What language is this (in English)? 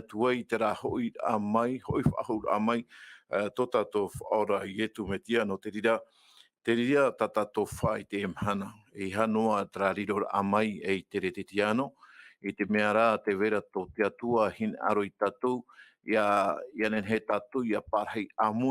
Tahitian